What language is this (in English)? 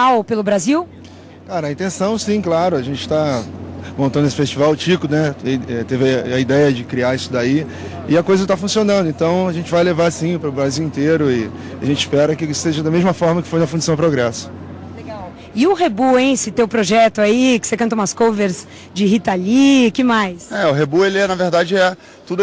Portuguese